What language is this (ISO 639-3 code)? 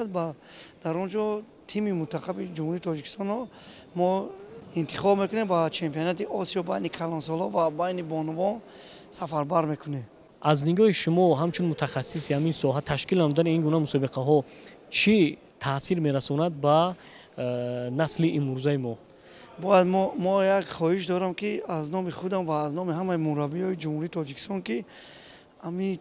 tgk